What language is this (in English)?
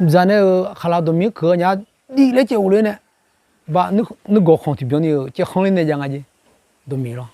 Akha